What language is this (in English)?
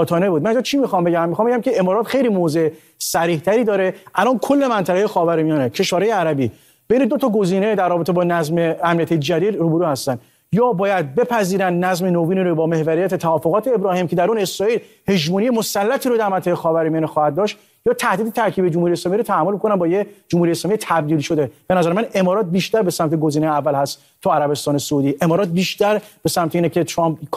Persian